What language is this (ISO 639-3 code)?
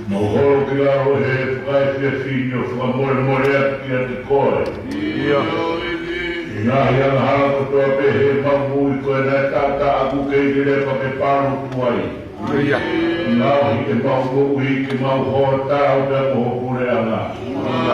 ton